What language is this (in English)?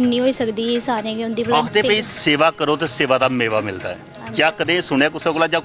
Dogri